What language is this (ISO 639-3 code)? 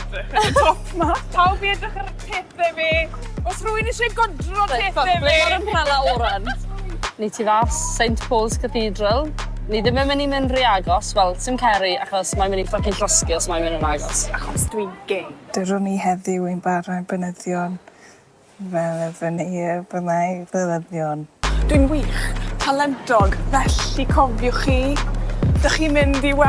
cym